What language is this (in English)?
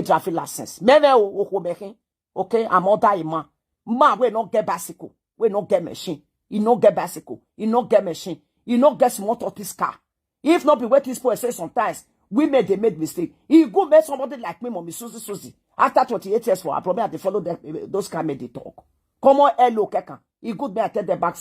Nigerian Pidgin